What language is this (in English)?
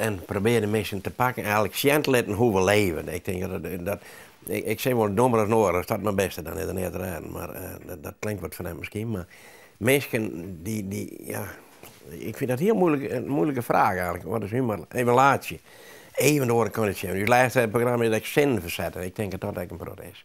Western Frisian